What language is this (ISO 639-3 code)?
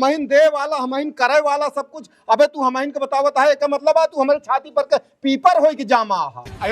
awa